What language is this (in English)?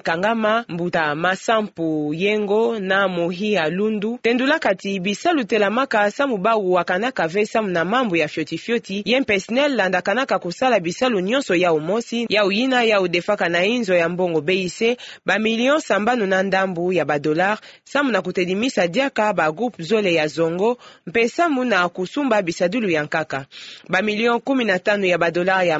Kituba (Democratic Republic of Congo)